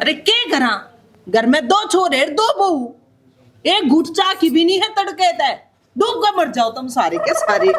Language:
Haryanvi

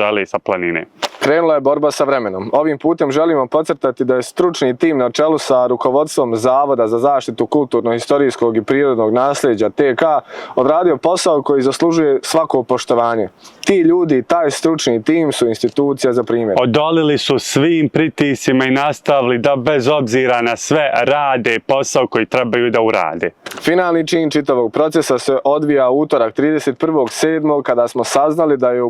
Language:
Bosnian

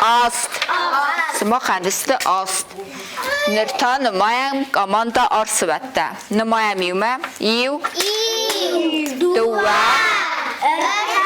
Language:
Ossetic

